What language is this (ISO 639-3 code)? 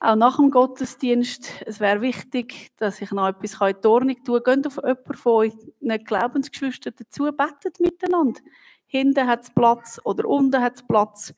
gsw